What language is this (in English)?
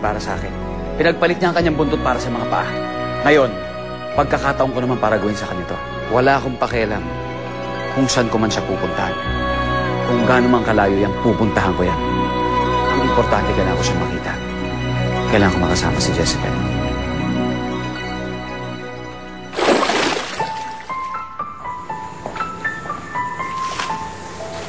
Filipino